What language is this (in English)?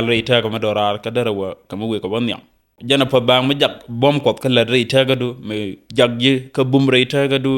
Nuer